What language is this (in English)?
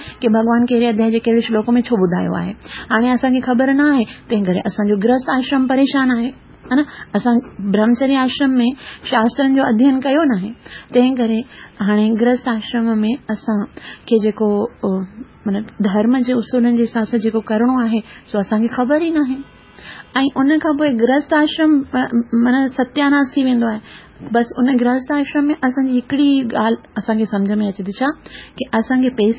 Sindhi